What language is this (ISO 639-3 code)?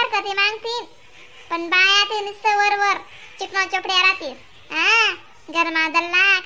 khn